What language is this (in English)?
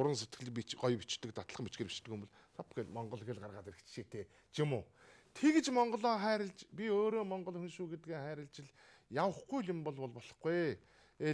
Mongolian